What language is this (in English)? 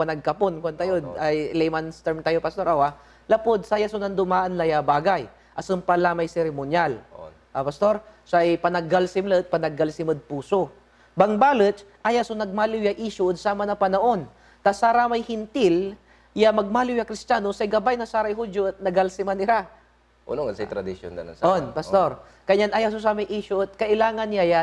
Pangasinan